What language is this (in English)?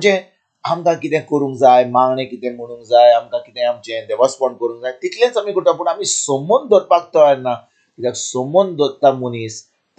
Konkani